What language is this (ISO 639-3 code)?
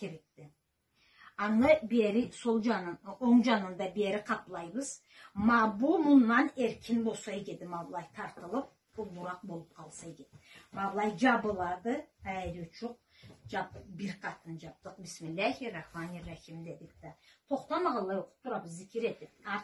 krc